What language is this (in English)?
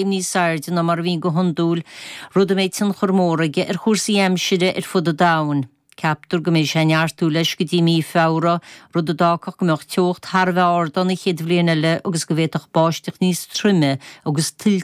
Irish